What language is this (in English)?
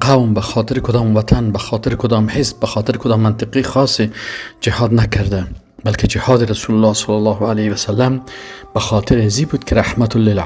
Persian